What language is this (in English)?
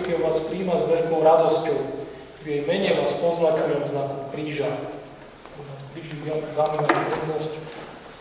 Slovak